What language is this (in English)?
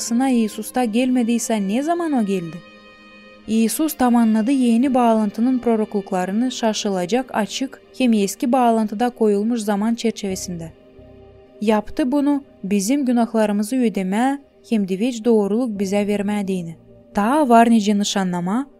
Gagauz